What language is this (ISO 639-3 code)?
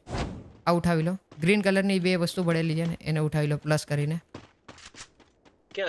guj